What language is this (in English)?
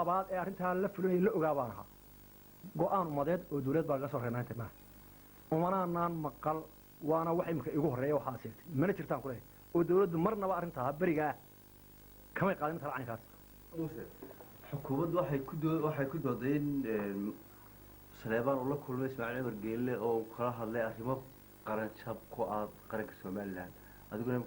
Somali